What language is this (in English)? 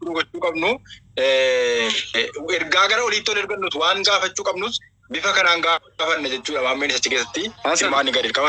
Oromo